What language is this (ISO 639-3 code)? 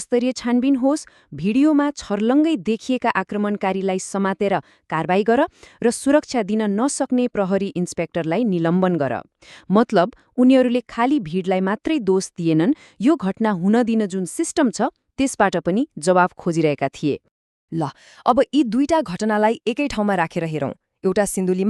nep